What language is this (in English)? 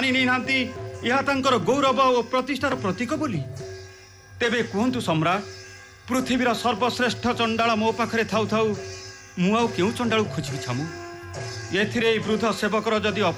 Odia